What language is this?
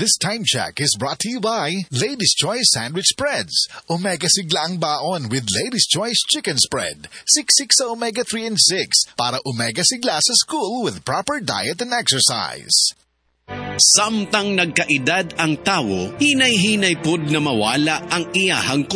Cebuano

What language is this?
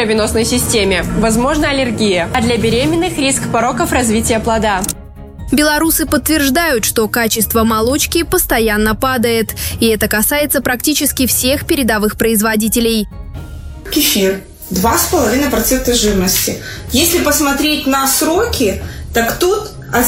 Russian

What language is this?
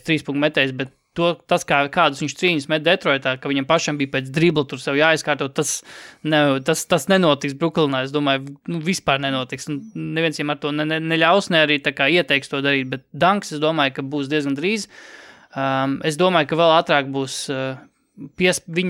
Latvian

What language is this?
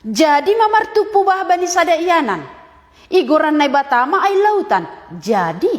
Batak Simalungun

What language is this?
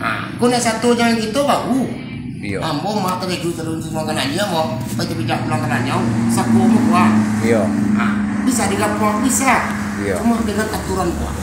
Minangkabau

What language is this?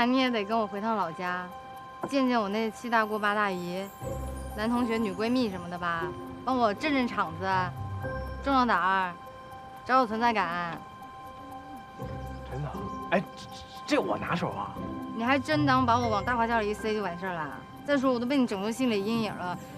Chinese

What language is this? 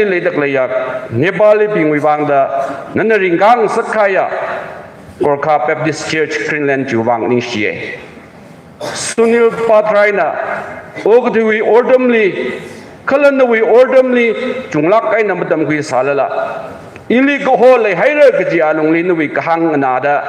Tangkhul Naga (India)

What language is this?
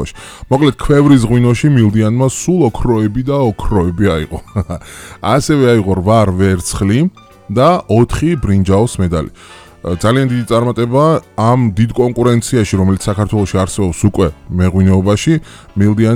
Georgian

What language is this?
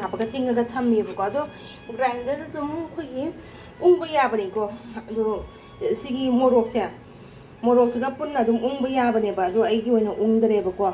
Manipuri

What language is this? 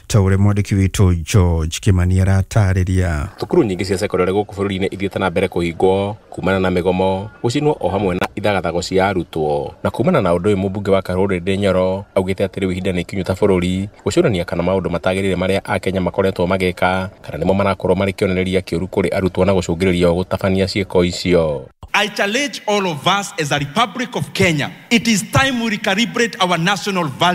Kikuyu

